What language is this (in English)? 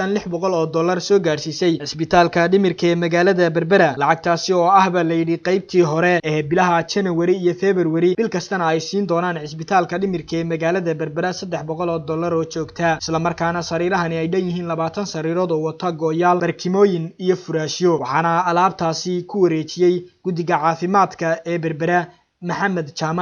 Somali